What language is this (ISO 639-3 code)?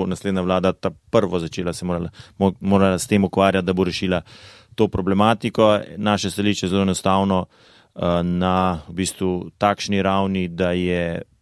slv